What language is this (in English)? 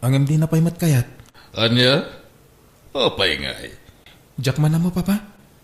Iloko